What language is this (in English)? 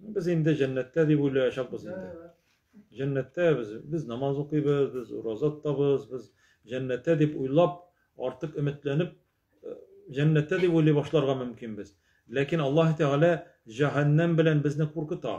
Tatar